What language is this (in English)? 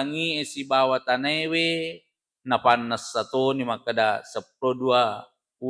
Buginese